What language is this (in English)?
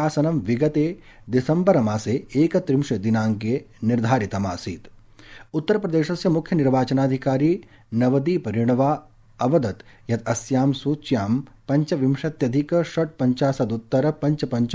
Sanskrit